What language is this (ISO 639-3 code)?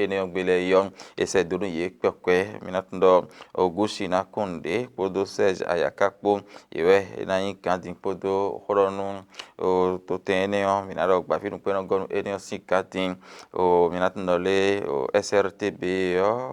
fon